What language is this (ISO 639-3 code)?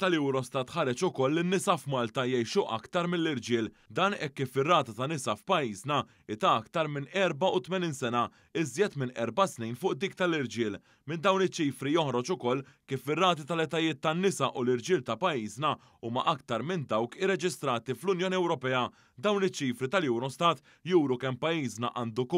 mlt